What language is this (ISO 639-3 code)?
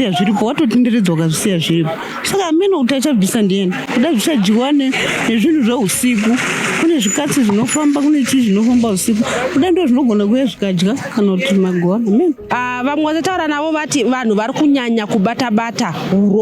sna